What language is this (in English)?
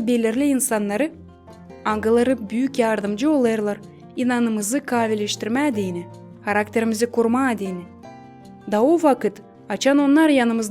Gagauz